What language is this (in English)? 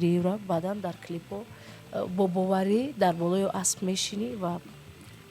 Tajik